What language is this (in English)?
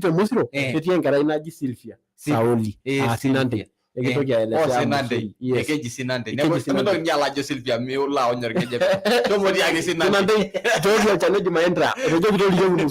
Masai